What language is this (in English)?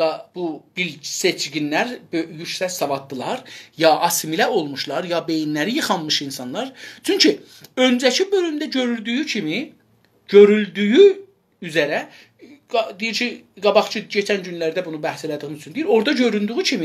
South Azerbaijani